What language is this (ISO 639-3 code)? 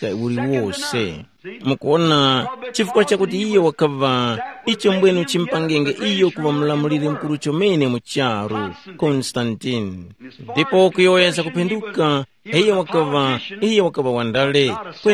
tum